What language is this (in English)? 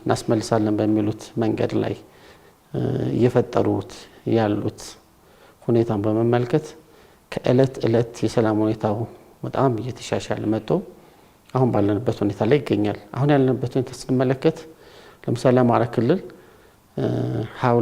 Amharic